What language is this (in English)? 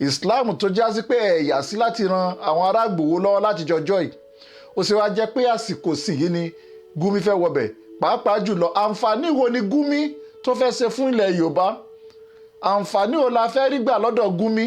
Yoruba